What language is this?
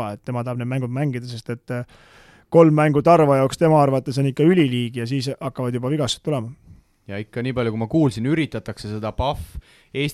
Estonian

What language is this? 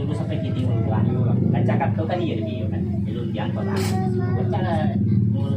Minangkabau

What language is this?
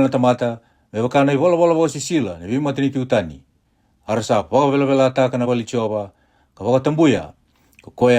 Fijian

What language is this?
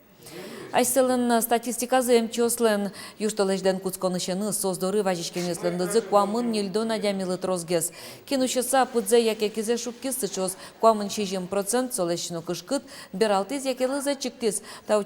Udmurt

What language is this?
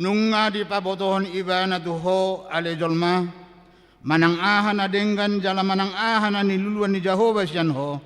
Batak Toba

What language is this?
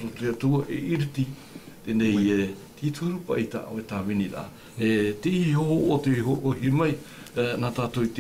Tahitian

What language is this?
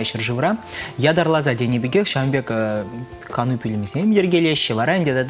Chuvash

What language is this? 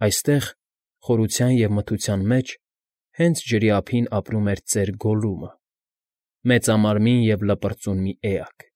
Armenian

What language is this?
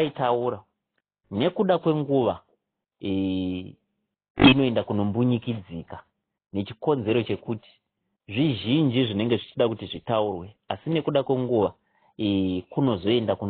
Shona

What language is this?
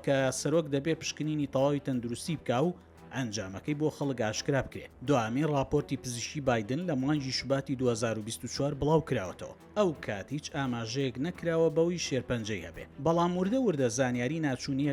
Central Kurdish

